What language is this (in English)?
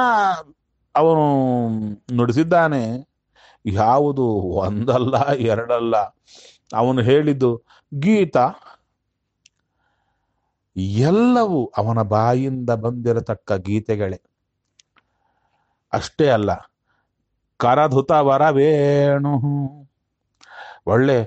Kannada